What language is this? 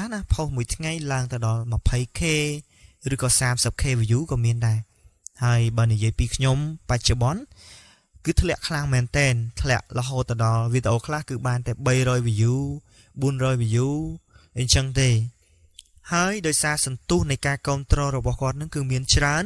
Khmer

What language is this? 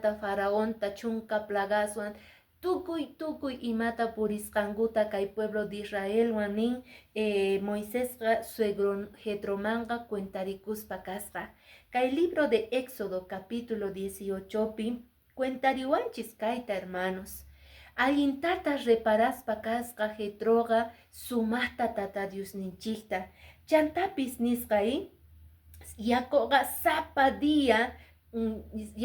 Quechua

